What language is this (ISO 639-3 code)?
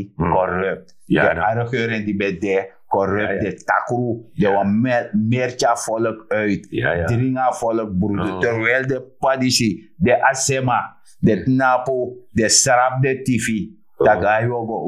srn